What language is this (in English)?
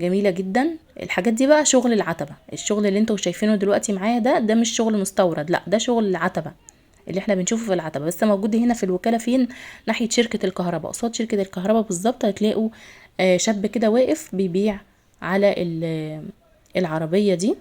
Egyptian Arabic